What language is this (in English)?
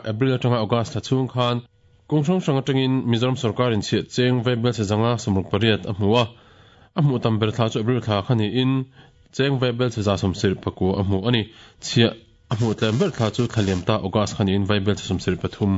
Mizo